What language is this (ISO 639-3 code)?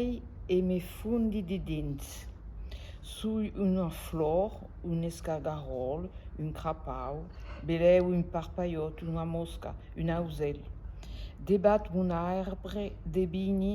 oci